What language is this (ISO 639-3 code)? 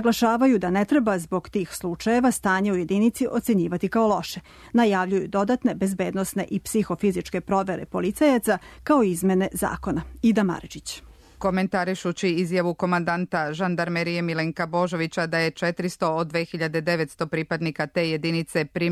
srp